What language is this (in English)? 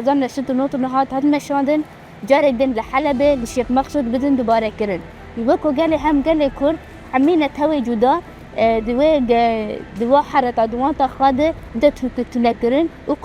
Kurdish